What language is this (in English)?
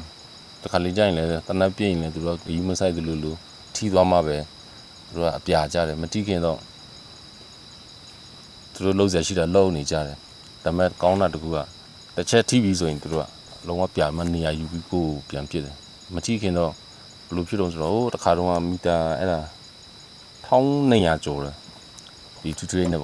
Burmese